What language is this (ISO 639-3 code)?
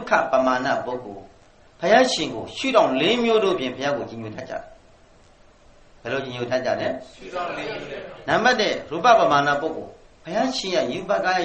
mya